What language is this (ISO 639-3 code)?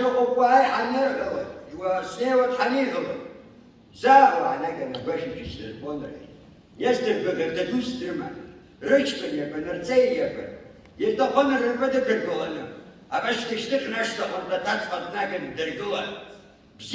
abk